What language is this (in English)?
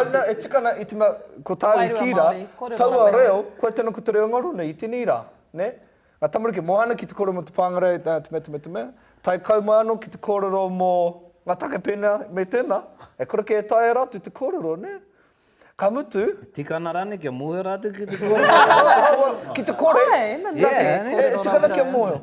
Māori